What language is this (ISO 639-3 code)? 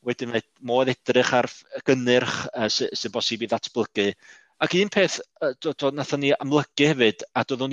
cym